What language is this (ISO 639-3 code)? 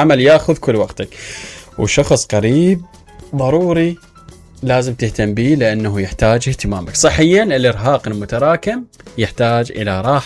acm